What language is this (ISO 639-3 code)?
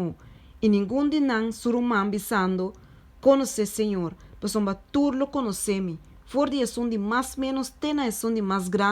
pap